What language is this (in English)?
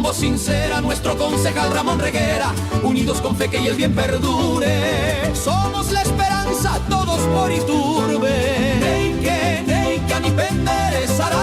Guarani